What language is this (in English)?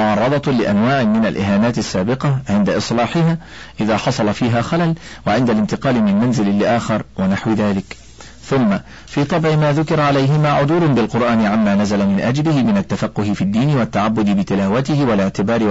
Arabic